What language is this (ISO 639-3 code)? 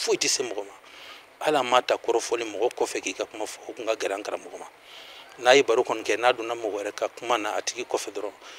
bam